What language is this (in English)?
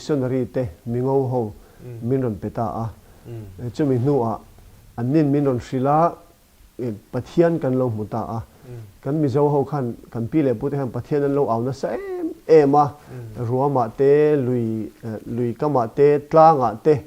Mizo